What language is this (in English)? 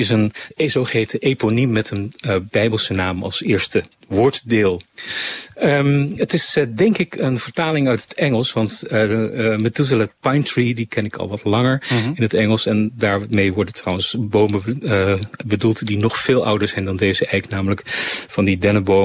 Dutch